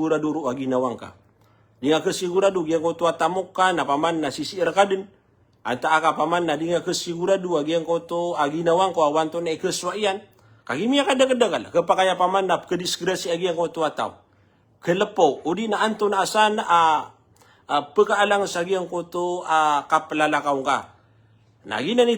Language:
Maranao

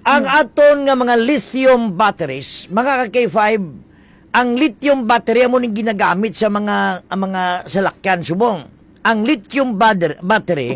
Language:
Hiligaynon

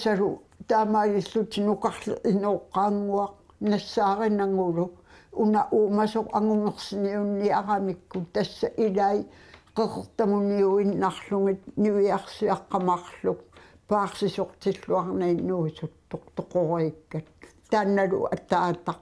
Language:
Kalaallisut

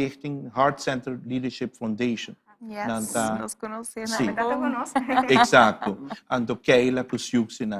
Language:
Papiamento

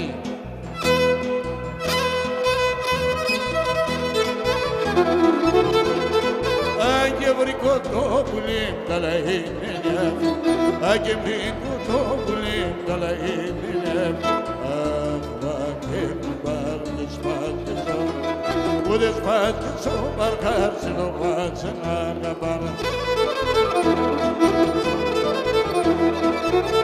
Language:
Greek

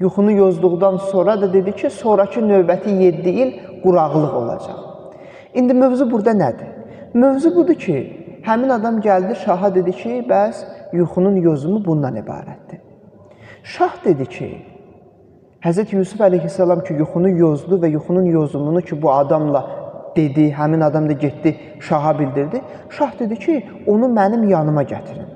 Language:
Azerbaijani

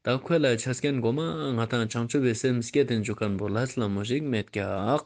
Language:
Ladakhi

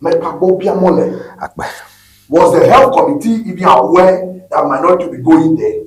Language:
Ewe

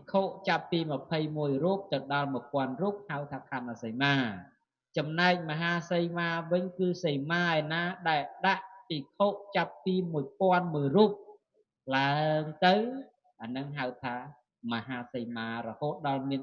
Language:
Khmer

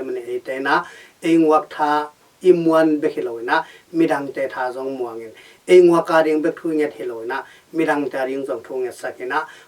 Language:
Tedim Chin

